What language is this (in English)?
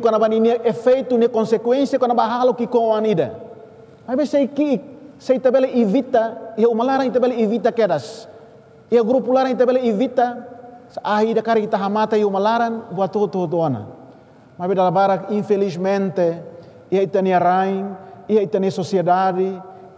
Tetum